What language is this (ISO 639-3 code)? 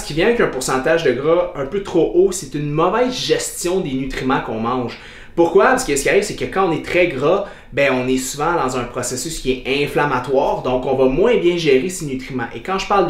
fra